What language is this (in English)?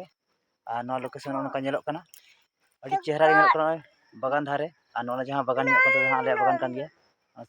Santali